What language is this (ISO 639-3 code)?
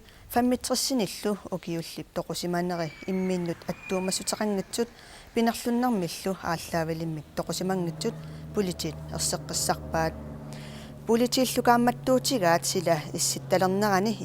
kal